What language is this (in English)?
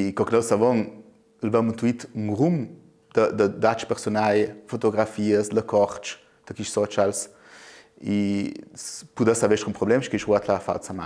Ladin